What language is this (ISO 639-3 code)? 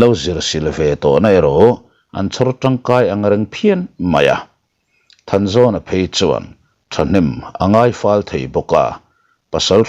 lus